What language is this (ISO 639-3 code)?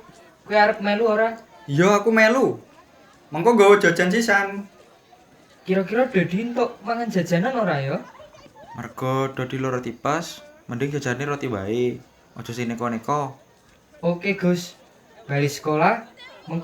jav